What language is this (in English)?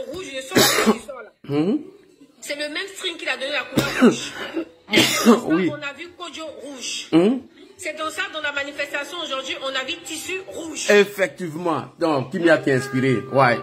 French